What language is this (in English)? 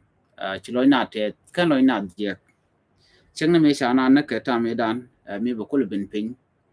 Nuer